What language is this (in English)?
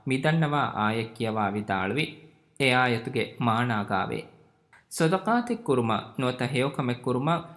Divehi